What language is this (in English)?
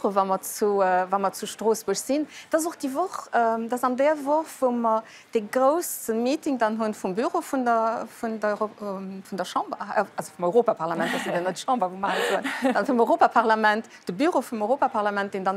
Luxembourgish